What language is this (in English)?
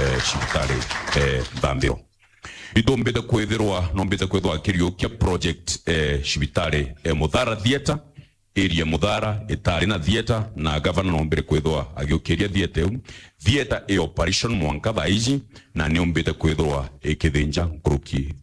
Meru